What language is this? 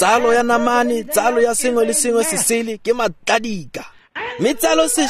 Tswana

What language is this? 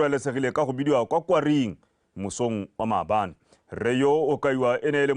Tswana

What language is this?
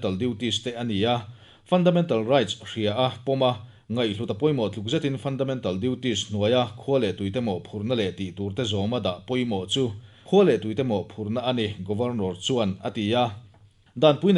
Mizo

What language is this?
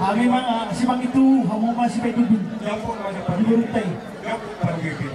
Batak Toba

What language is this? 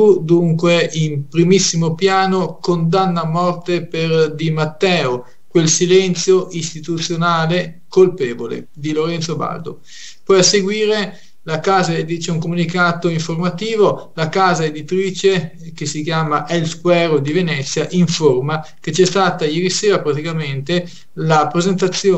Italian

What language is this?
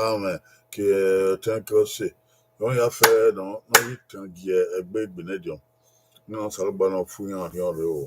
Bini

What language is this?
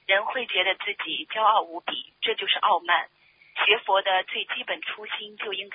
Chinese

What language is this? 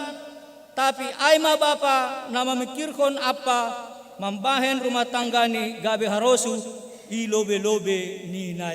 Batak Simalungun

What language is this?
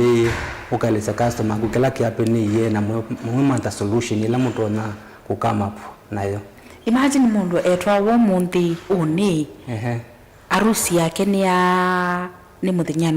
Kamba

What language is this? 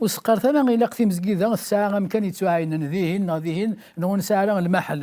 Kabyle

